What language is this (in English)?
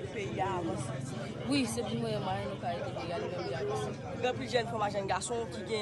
Haitian Creole